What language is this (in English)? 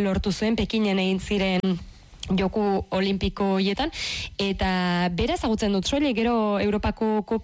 Basque